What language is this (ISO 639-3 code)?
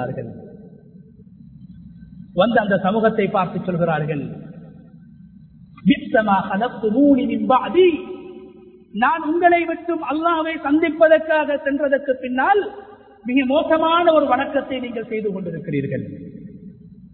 tam